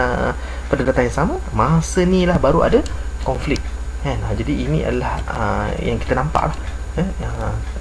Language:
Malay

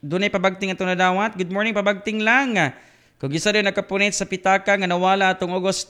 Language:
Cebuano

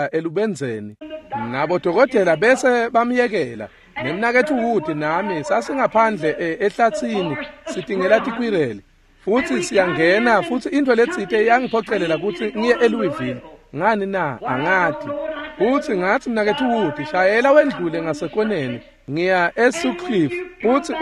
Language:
Swati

